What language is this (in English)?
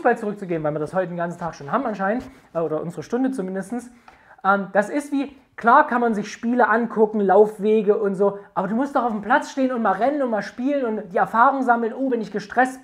German